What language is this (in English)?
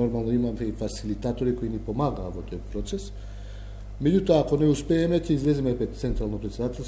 Macedonian